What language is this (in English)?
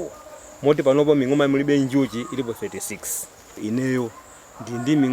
Nyanja